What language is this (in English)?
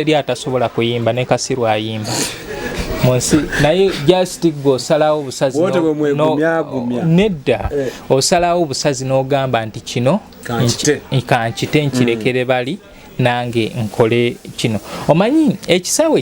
Ganda